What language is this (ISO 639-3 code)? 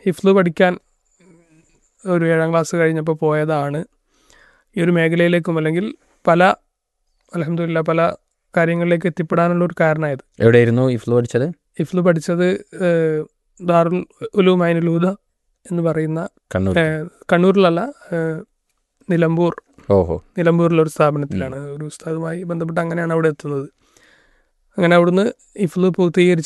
mal